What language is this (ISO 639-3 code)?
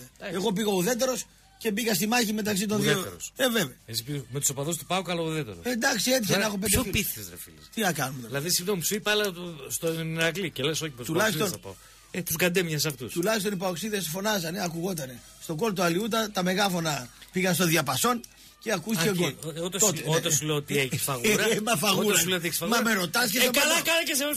ell